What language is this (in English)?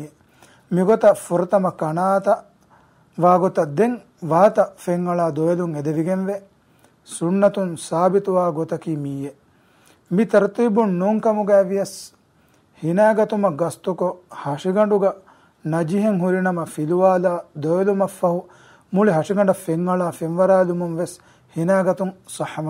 Divehi